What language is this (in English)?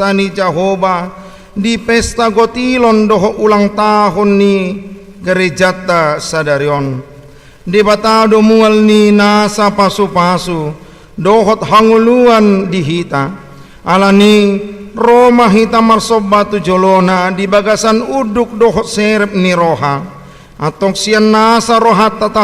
Batak Toba